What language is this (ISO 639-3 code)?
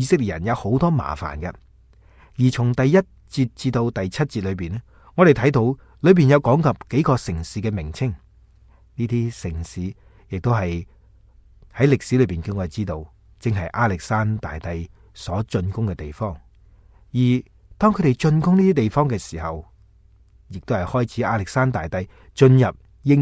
yue